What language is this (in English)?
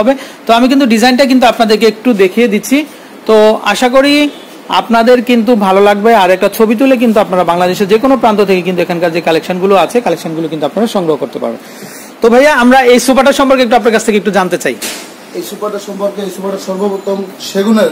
Bangla